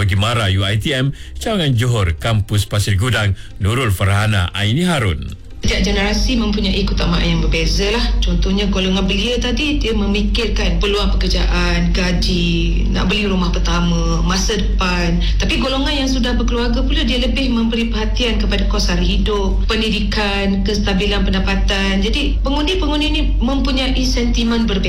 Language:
Malay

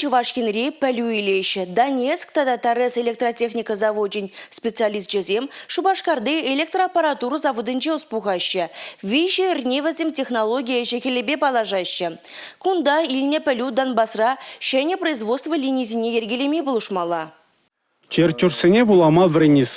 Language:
Chuvash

